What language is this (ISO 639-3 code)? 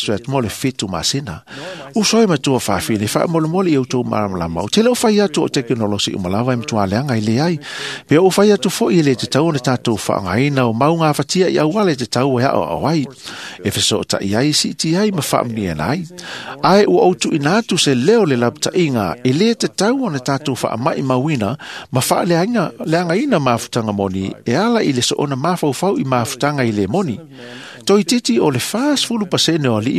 smo